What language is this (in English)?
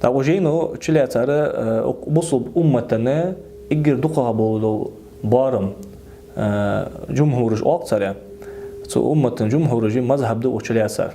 Ingush